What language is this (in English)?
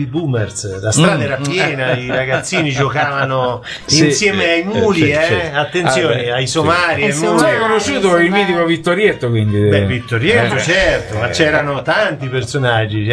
Italian